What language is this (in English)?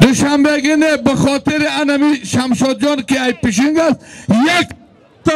Tajik